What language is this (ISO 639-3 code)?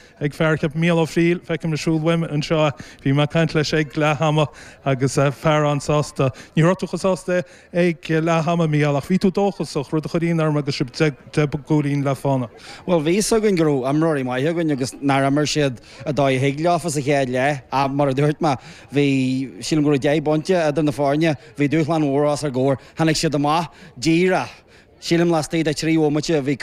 gle